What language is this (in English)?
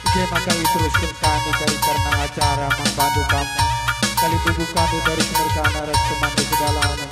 Batak Karo